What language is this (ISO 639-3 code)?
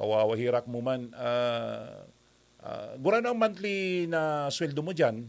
bik